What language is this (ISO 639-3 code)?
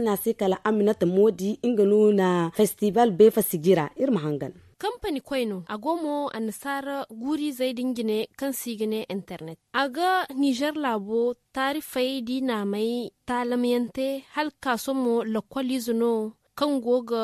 dje